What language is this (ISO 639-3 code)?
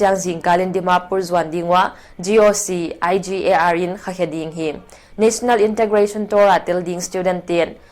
pck